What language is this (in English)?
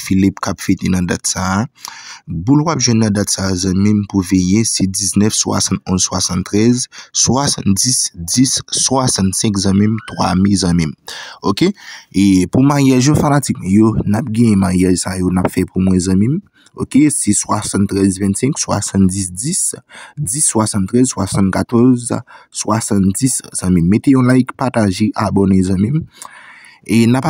Haitian Creole